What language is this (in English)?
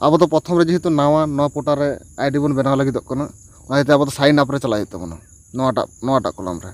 Santali